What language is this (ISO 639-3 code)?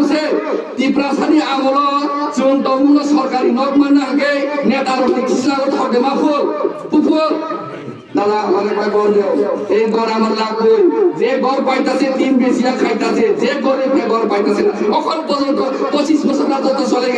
ria